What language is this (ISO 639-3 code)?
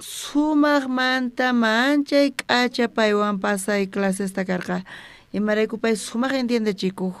quh